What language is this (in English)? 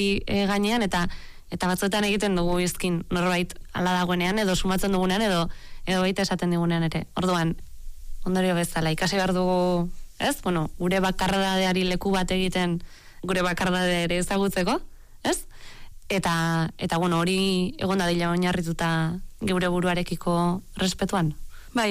Basque